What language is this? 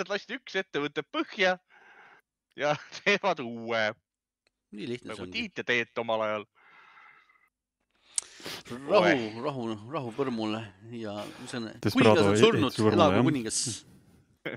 Estonian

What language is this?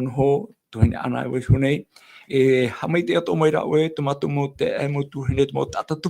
Tahitian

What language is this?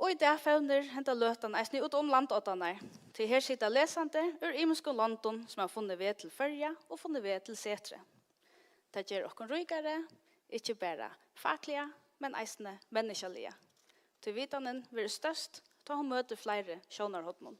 Faroese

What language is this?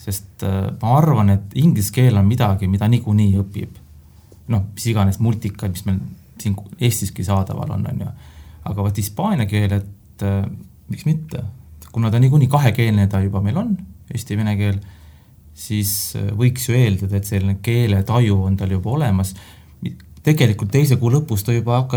Estonian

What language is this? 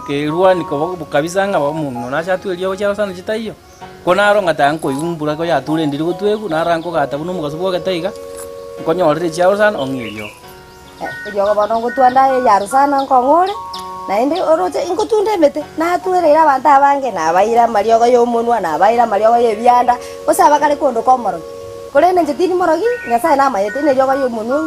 Gusii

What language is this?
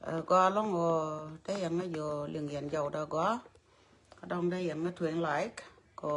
Nuer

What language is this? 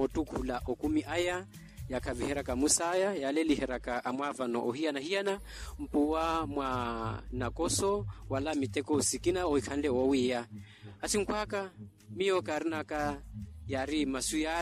Makhuwa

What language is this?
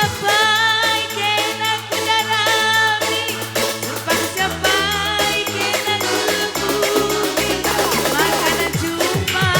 Batak Karo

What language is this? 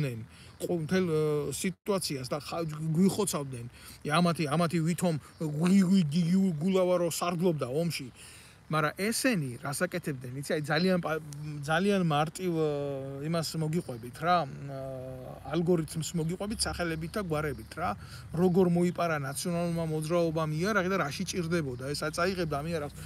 Georgian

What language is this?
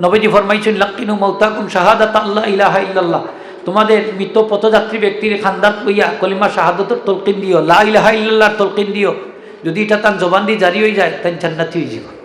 Sylheti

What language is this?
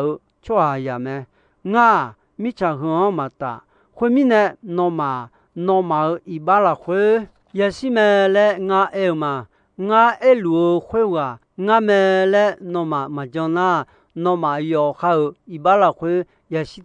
Akha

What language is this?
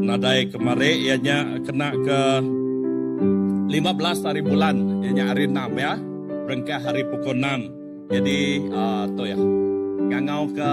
Iban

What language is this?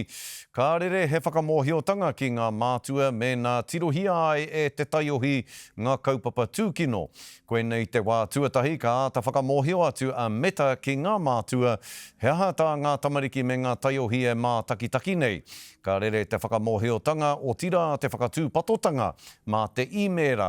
Māori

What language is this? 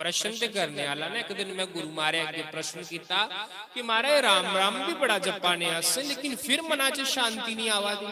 Dogri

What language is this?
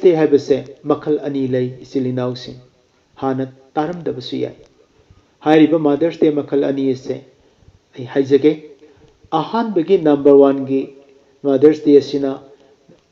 Manipuri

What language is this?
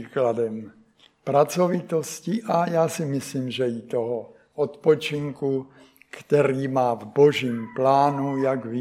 Czech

